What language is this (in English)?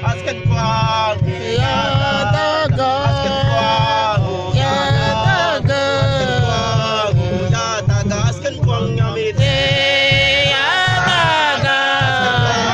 Mabaan